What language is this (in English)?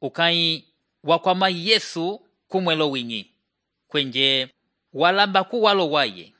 Umbundu